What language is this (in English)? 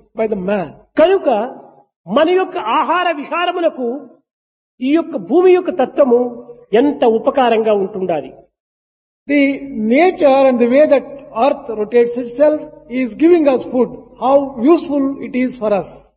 Telugu